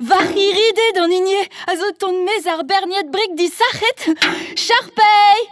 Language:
Breton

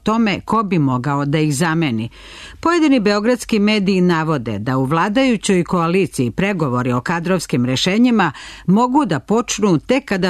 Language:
Serbian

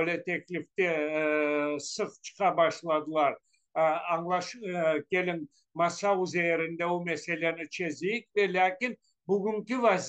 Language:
Crimean Tatar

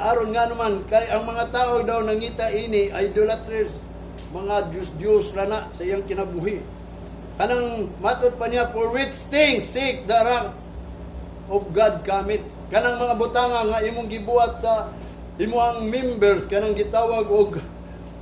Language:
Cebuano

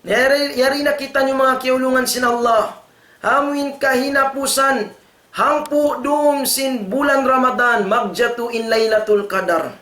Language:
Tausug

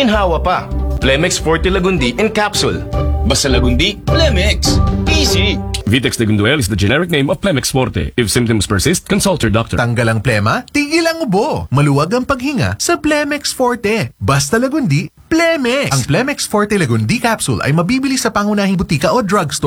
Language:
Filipino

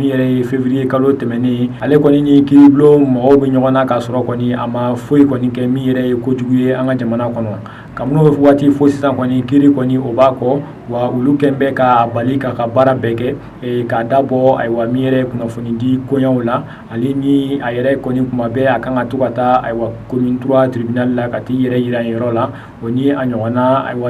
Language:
Bambara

